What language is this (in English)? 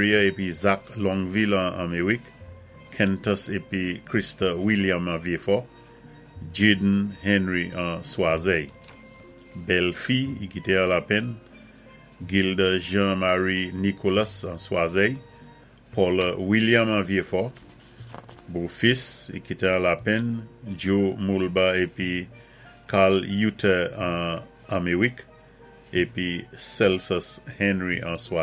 Saint Lucian Creole French